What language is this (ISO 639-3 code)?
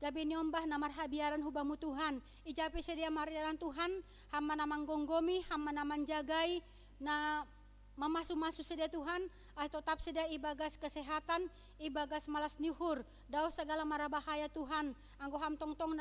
bts